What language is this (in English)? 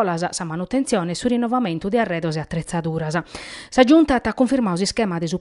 Sardinian